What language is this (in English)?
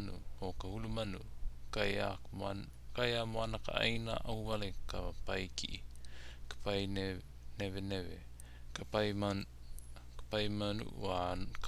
Hawaiian